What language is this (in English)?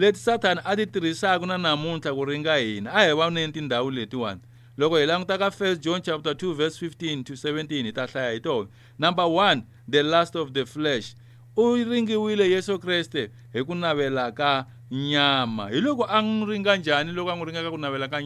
Tsonga